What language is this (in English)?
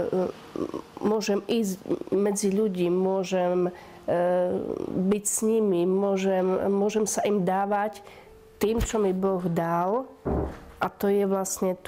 Slovak